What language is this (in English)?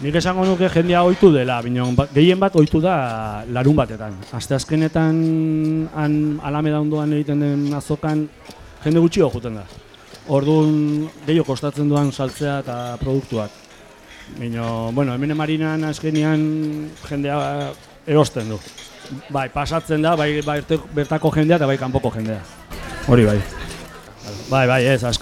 Basque